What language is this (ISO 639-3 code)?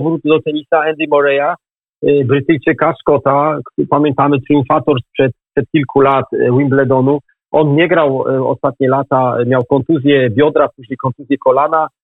pol